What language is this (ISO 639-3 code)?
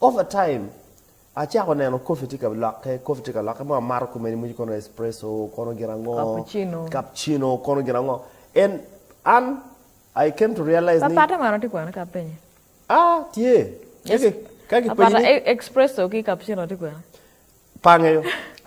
ach